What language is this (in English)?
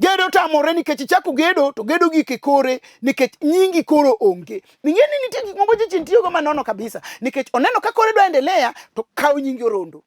Luo (Kenya and Tanzania)